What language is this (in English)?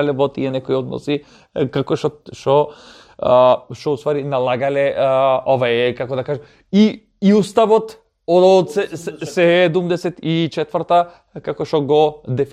Macedonian